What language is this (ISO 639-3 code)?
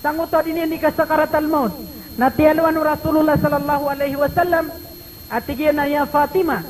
mrw